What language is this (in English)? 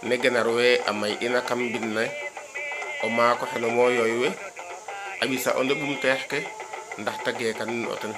Serer